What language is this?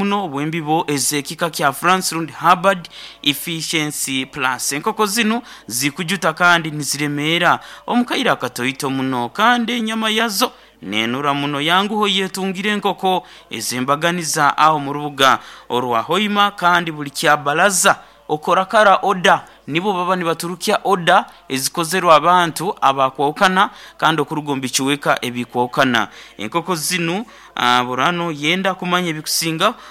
Nyoro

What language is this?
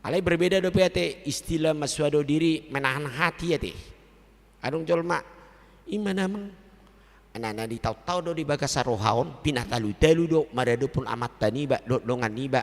Batak Toba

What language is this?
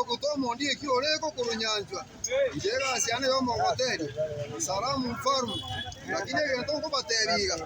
Gusii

